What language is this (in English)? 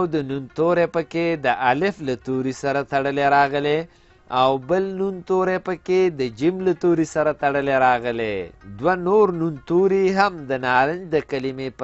Pashto